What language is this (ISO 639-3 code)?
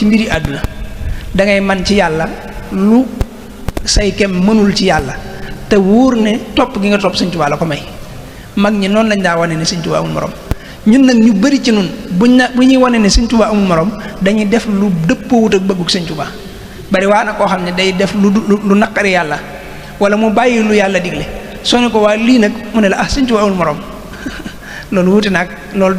wol